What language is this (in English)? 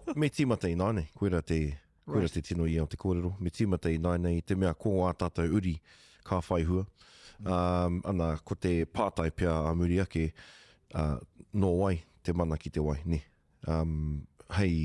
Māori